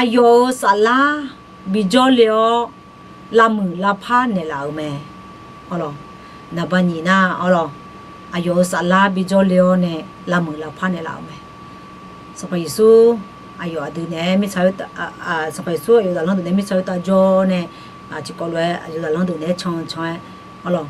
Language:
Akha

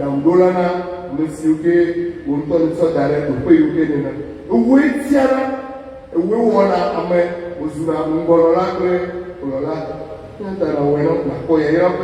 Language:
Ewe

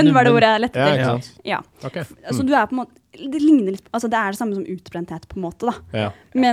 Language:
Norwegian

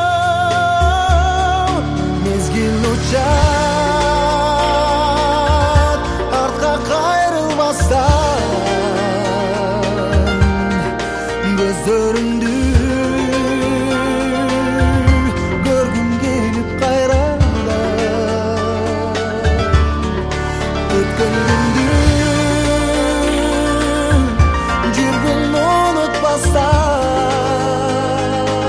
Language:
Kyrgyz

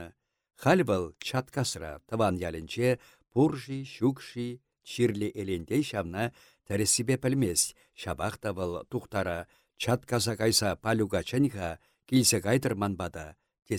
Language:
Chuvash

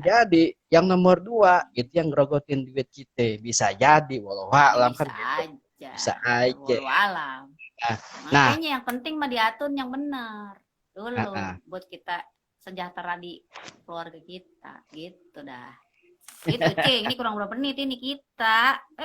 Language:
Betawi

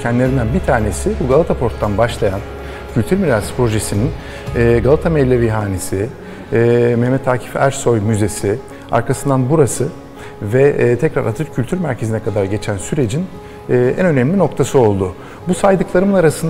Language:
Turkish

